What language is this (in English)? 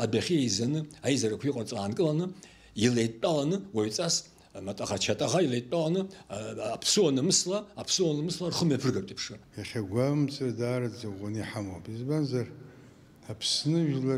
Abkhazian